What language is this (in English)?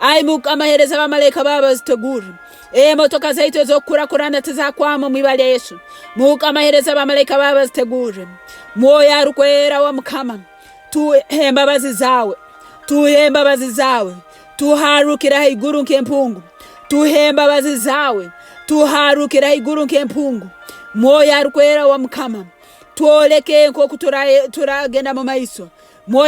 Nyoro